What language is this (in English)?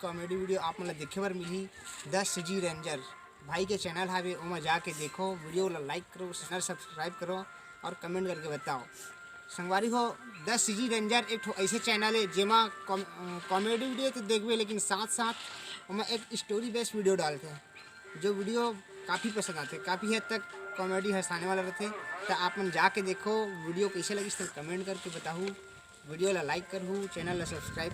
Chhattisgarhi